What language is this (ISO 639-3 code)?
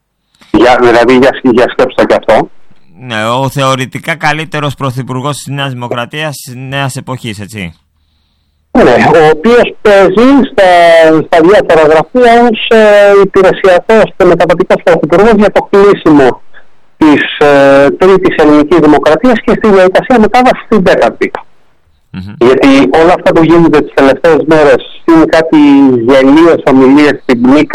ell